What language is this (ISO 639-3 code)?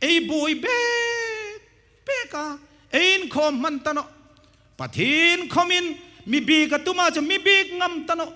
hmr